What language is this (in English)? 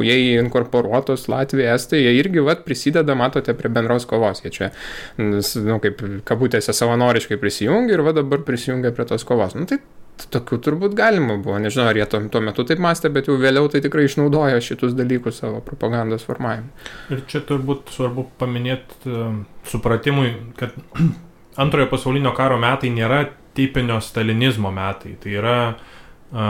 Lithuanian